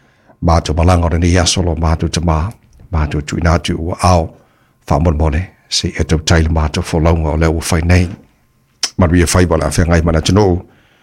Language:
Samoan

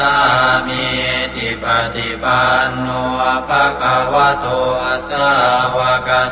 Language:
Pali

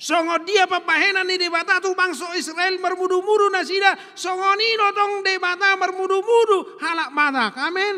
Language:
Batak Toba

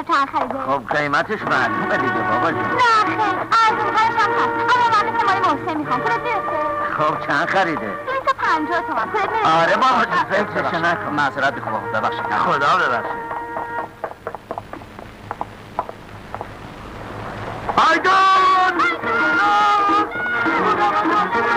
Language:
Persian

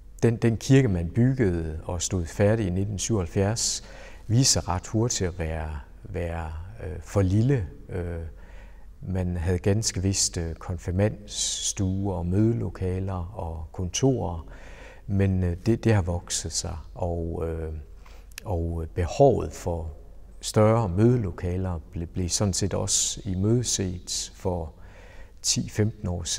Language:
Danish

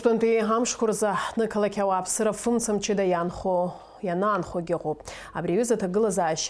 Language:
Abkhazian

